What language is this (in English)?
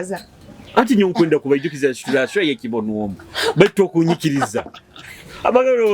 Nyoro